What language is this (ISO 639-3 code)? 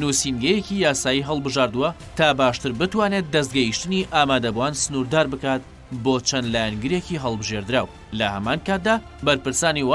ckb